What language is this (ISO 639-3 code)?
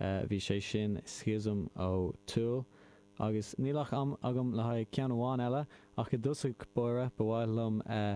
gle